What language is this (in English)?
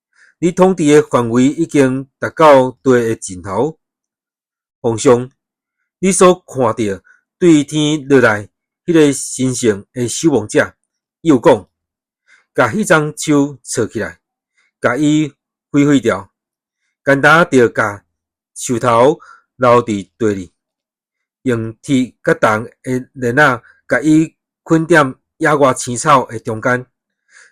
Min Nan Chinese